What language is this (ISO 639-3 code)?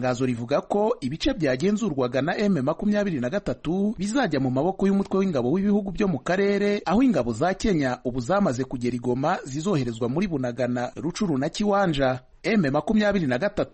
kin